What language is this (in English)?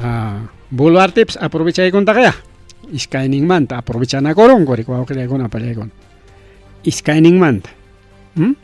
Ayacucho Quechua